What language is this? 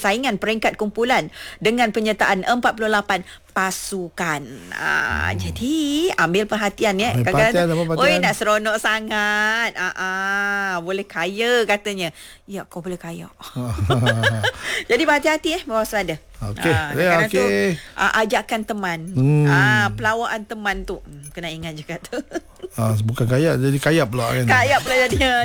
Malay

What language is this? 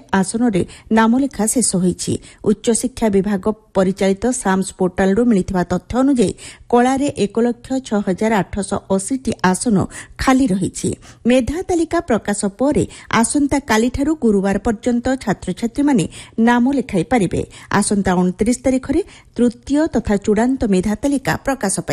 Odia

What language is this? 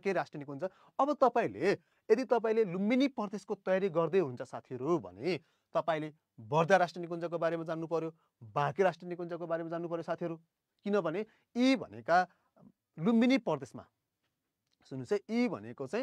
Nepali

